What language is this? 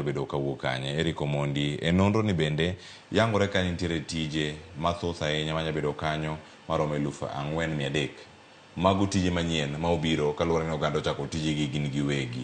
Luo (Kenya and Tanzania)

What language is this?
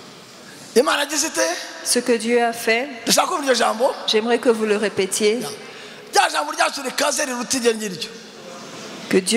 Kinyarwanda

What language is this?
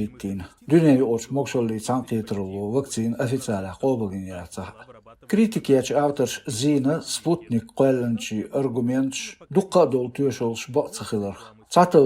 Chechen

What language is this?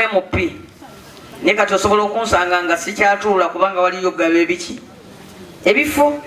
Ganda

